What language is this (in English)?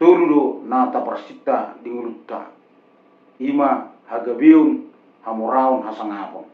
Batak Toba